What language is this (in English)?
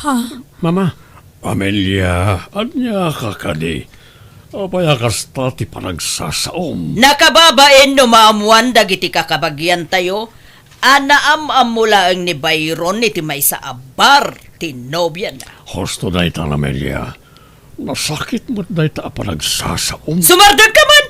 Iloko